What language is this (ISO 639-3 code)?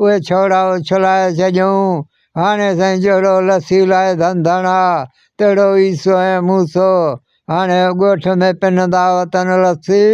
snd